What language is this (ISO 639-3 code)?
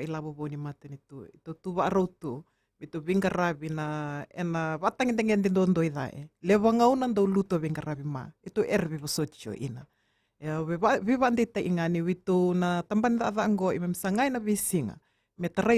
fij